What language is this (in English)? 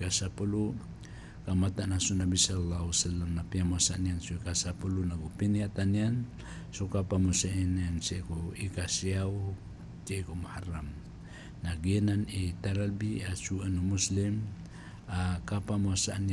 Maranao